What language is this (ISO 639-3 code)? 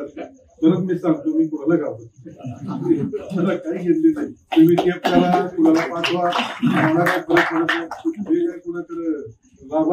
mar